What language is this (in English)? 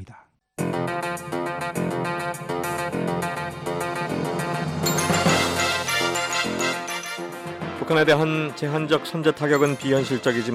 Korean